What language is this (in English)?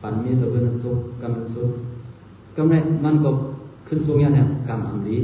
Shan